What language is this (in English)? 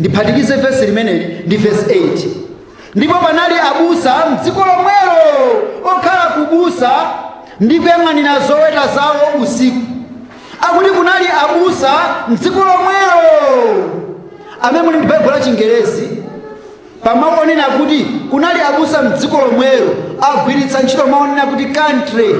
Nyanja